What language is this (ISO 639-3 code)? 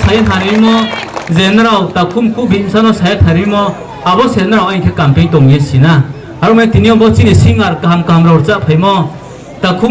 ria